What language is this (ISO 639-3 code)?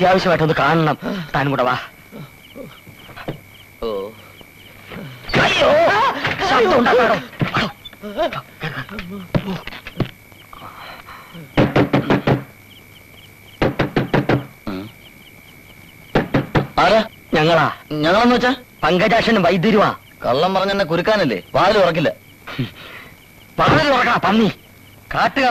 mal